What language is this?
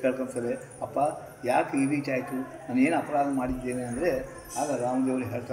Kannada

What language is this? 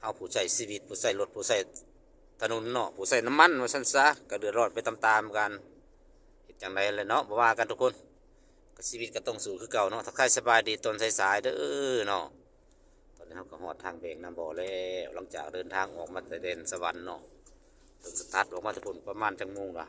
Lao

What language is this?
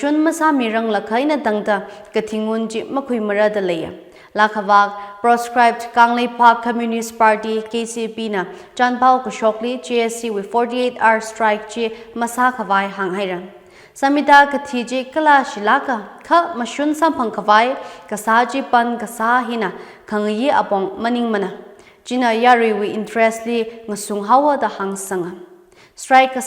Tangkhul Naga (India)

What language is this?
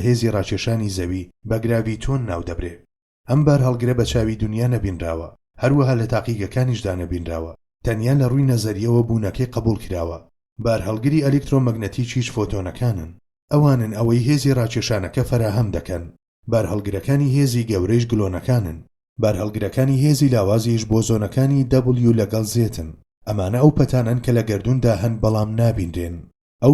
Central Kurdish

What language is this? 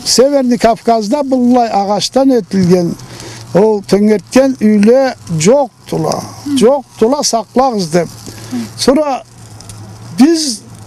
Karachay-Balkar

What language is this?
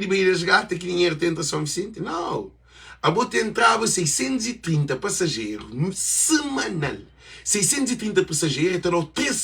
Kabuverdianu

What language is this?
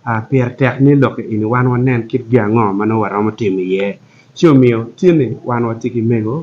Acoli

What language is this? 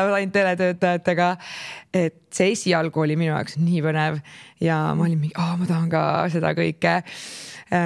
Estonian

